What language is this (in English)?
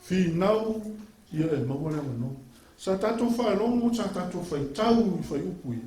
Samoan